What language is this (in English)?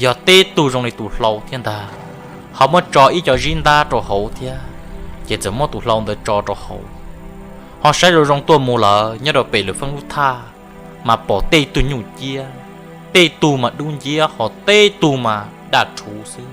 Hmong